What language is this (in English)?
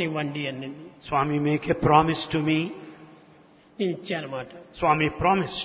Telugu